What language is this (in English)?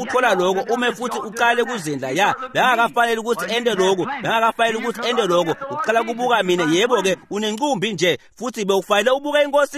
Swati